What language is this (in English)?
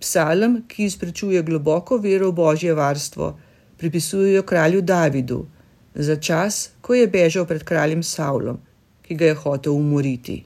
Slovenian